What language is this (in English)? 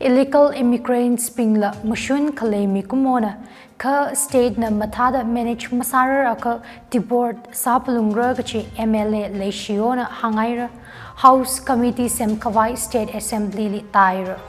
Tangkhul Naga (India)